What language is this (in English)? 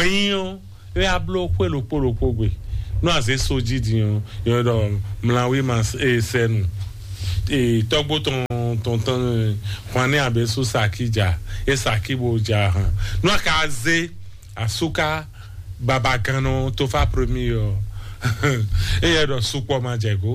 Fon